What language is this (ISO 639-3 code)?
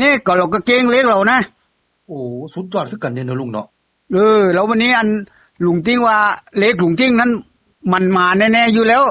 tts